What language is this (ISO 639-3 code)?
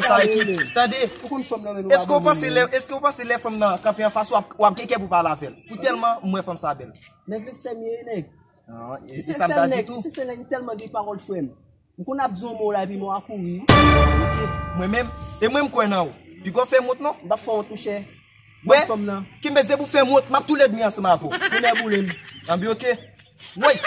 hat